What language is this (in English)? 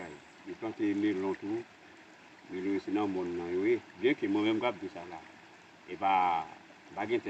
Haitian Creole